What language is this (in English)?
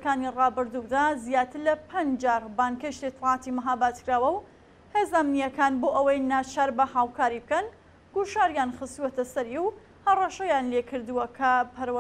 Central Kurdish